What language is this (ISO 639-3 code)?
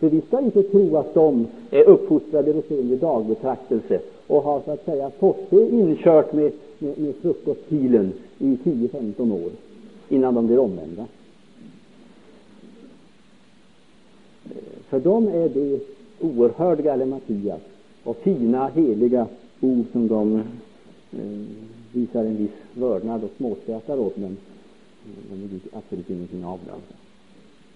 swe